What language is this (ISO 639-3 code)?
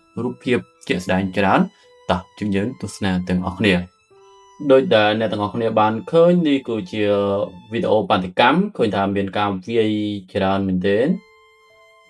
khm